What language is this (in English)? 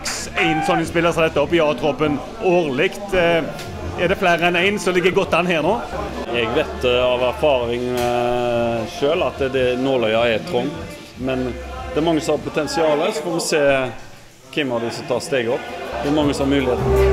Norwegian